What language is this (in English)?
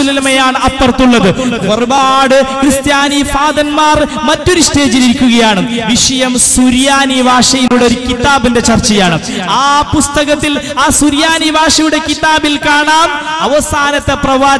Malayalam